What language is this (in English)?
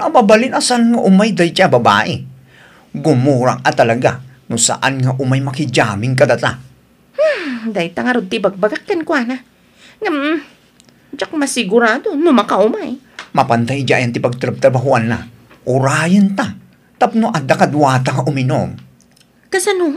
Iloko